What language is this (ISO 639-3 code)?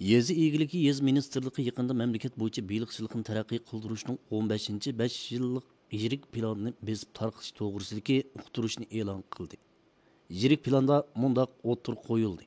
uig